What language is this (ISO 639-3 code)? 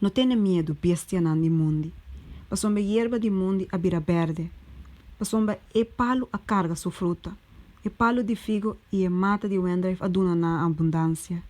pap